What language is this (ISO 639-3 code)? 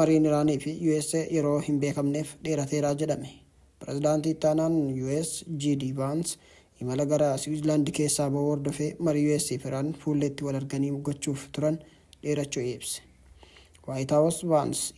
orm